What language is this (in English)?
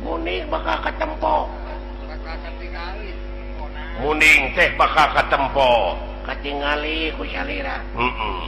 Sundanese